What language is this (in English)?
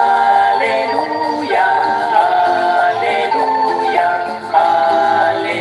Kekchí